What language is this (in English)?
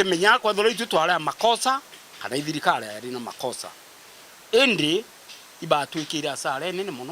Meru